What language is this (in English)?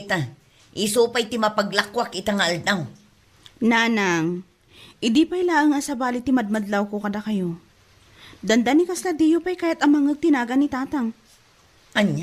Iloko